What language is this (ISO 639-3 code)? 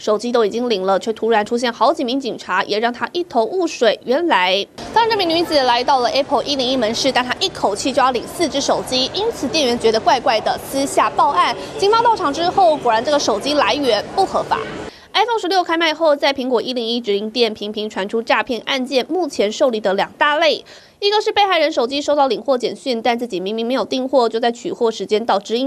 zho